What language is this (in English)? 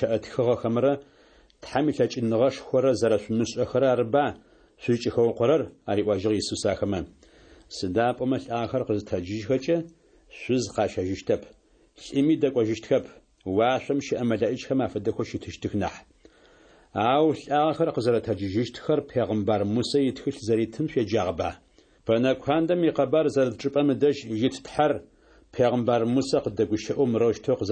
Adyghe